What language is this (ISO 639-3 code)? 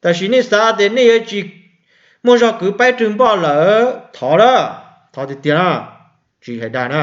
hmn